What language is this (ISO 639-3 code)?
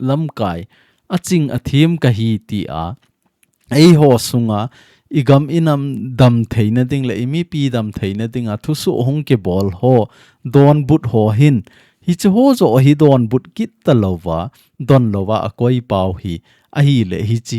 tcz